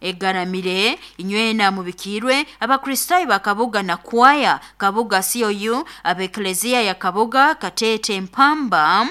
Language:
Nyoro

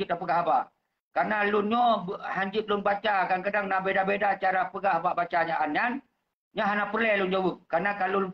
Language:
Achinese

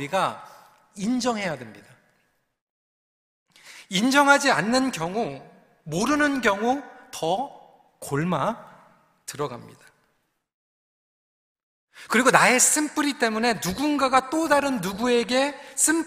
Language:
Korean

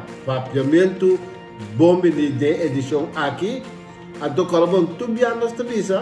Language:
Papiamento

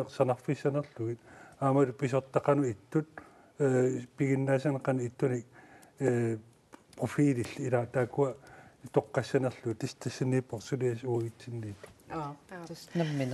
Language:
Kalaallisut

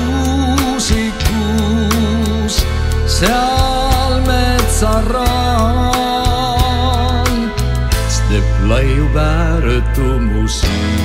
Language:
Estonian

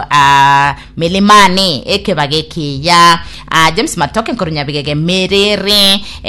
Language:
Gusii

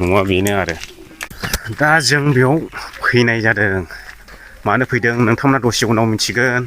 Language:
Bodo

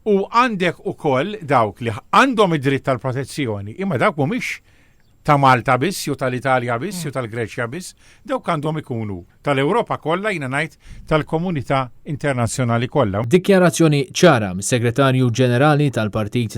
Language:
Maltese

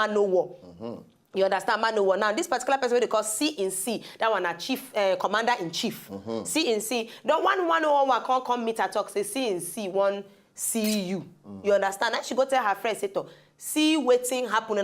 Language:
Nigerian Pidgin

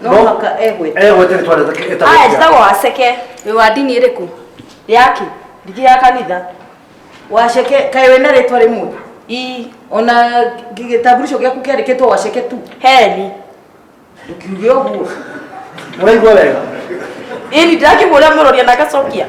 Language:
Kikuyu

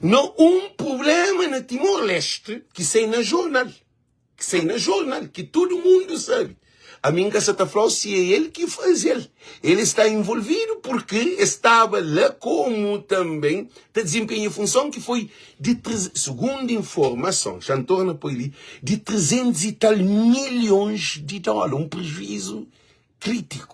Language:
Kabuverdianu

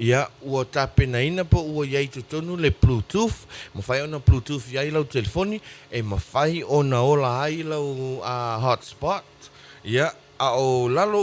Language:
Samoan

